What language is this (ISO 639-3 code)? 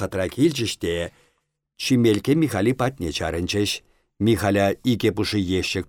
chv